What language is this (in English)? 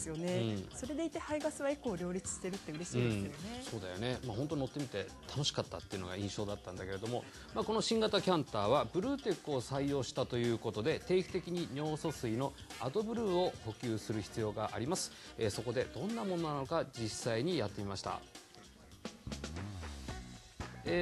Japanese